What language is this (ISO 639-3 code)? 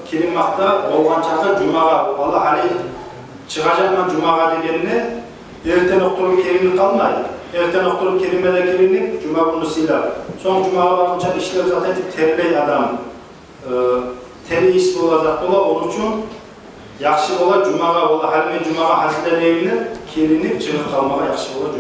kum